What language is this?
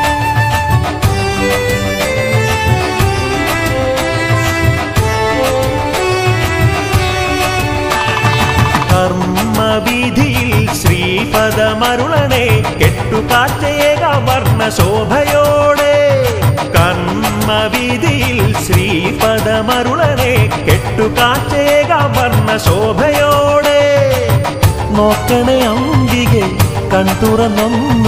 Malayalam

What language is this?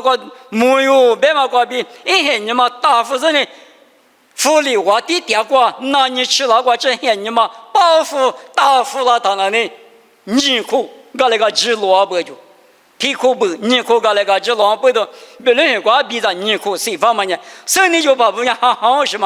Lisu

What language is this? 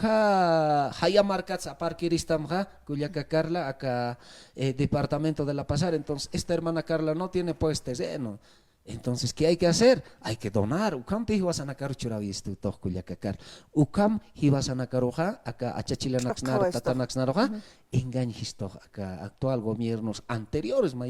Aymara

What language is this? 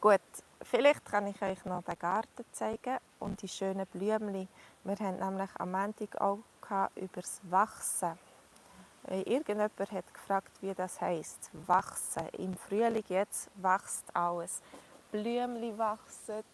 Swiss German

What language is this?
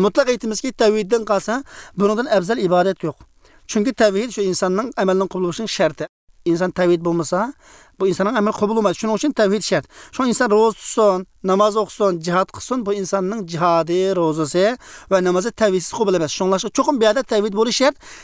Uyghur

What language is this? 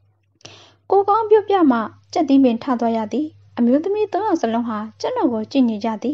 Burmese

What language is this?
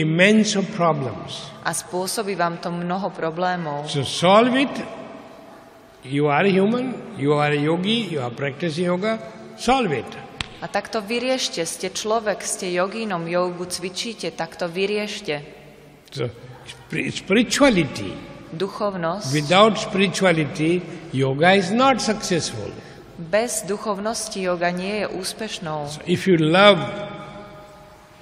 Slovak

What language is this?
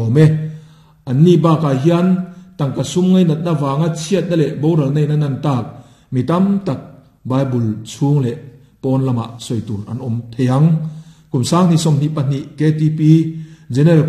Mizo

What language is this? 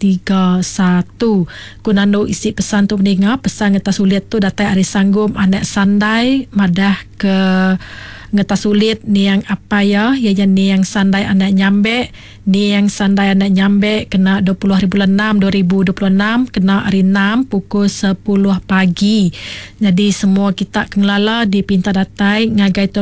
Iban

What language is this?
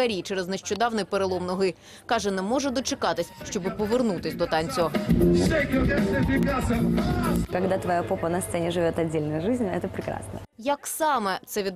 Ukrainian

